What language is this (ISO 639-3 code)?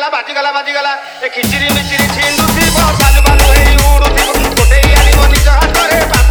ori